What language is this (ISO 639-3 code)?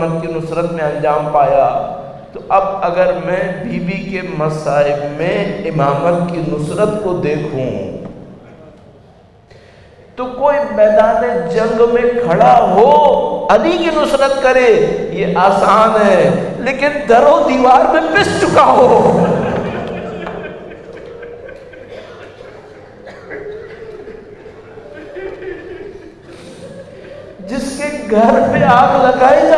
urd